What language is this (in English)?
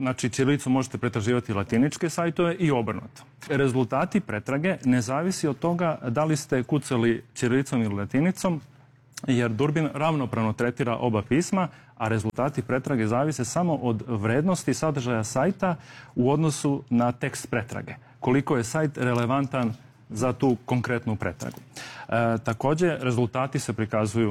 Serbian